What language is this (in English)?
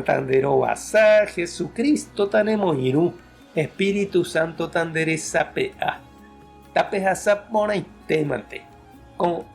Guarani